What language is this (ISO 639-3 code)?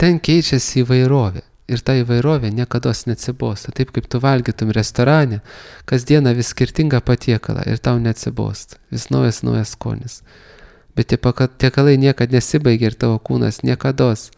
lit